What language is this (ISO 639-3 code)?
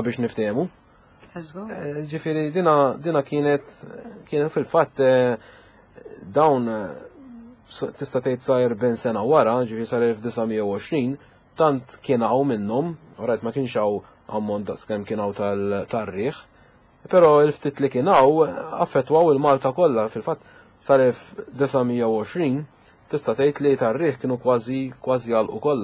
mlt